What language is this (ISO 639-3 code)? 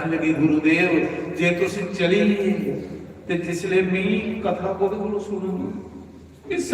doi